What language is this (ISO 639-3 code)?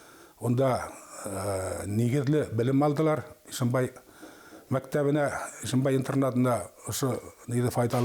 bak